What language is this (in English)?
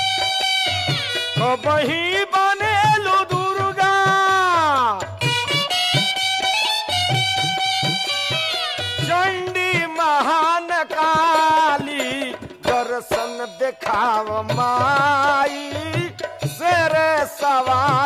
Bhojpuri